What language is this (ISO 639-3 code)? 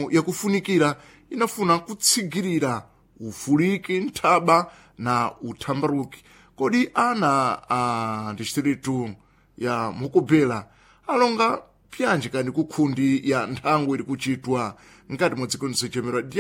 seh